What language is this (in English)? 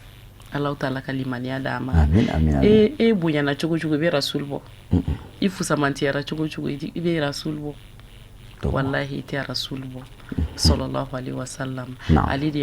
Bambara